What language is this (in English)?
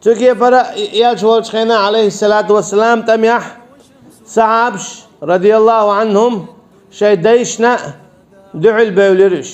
Chechen